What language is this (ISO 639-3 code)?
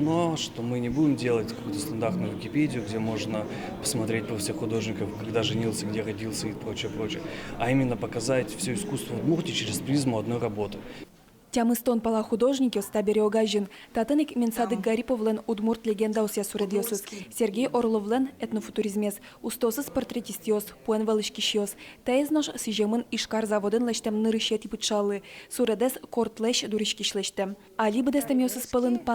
udm